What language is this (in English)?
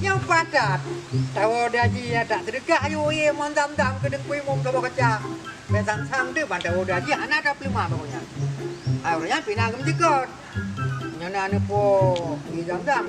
Achinese